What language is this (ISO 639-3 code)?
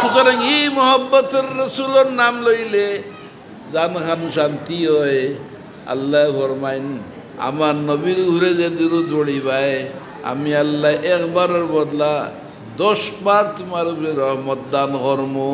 syl